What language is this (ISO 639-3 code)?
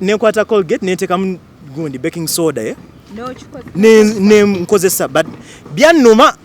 lug